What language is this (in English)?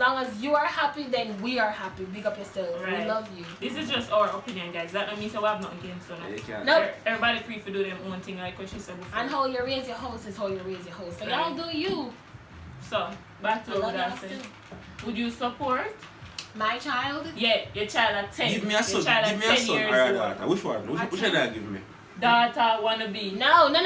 Jamaican Creole English